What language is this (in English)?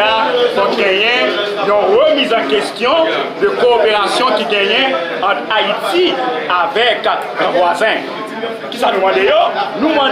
Haitian Creole